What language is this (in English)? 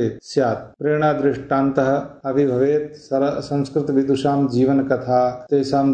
Sanskrit